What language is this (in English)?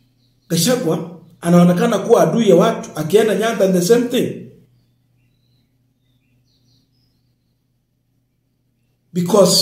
Swahili